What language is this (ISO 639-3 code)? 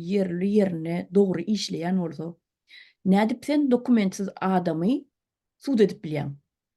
tuk